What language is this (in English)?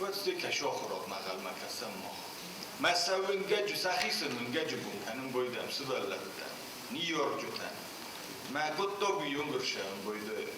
Ossetic